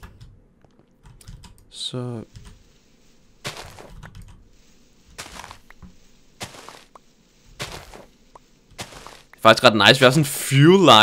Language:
Danish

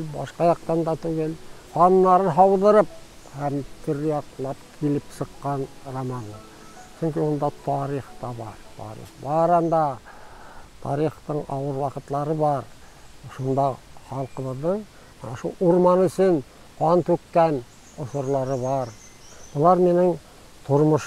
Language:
Bashkir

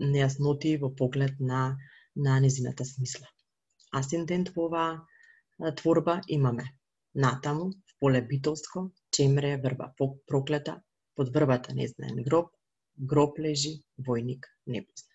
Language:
Macedonian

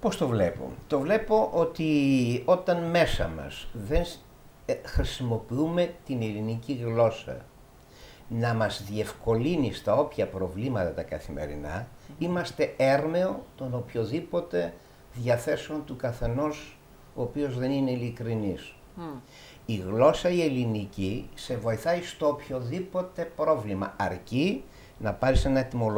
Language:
Greek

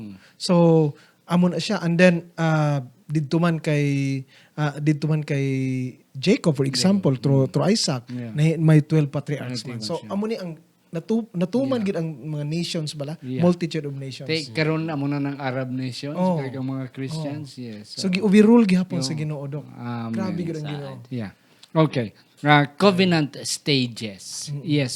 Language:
Hiligaynon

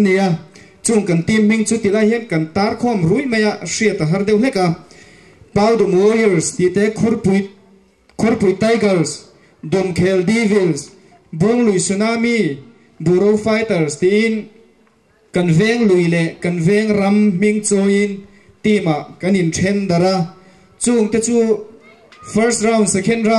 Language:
Mizo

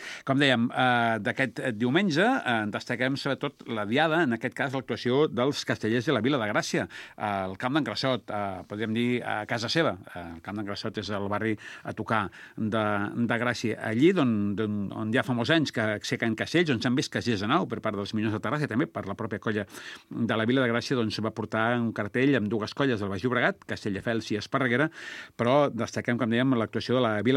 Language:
Catalan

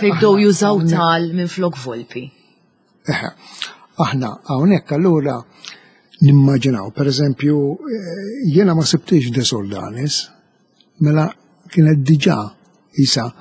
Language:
Maltese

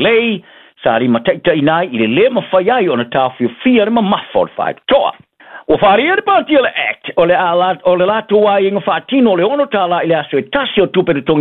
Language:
Samoan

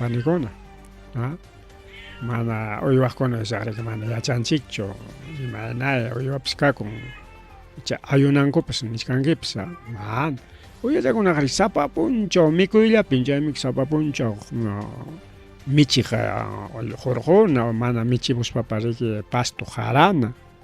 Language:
Ayacucho Quechua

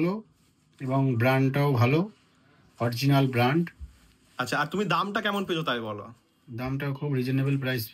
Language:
Bangla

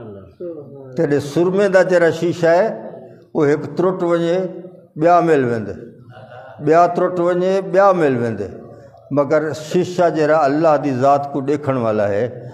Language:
Saraiki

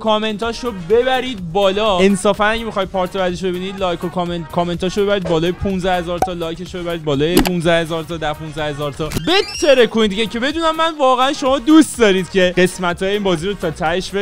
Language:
Persian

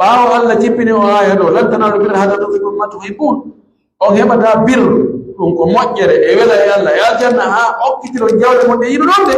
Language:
Pular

